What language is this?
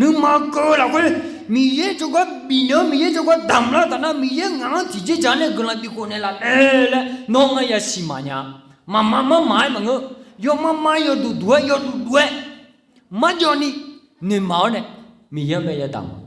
Akha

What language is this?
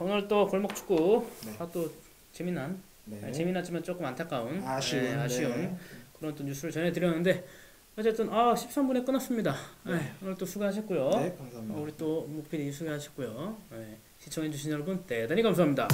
Korean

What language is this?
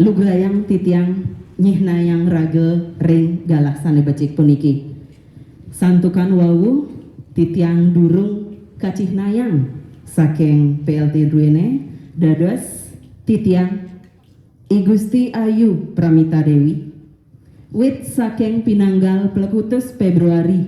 Balinese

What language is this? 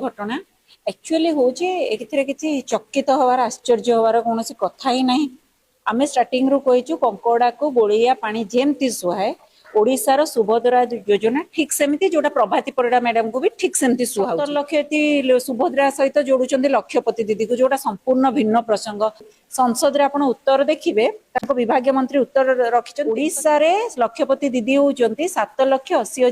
Odia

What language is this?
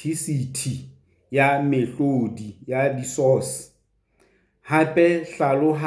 Southern Sotho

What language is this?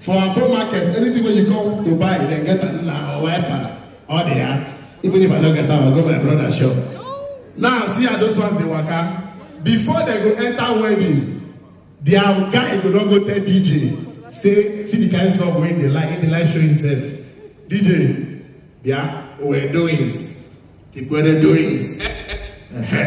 Nigerian Pidgin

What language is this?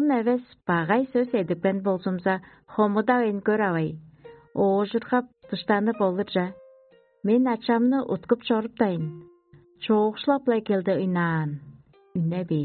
Tuvinian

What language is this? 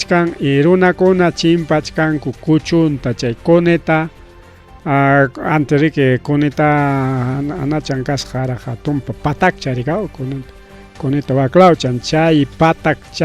Ayacucho Quechua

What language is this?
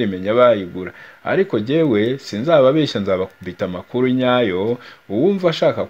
Kinyarwanda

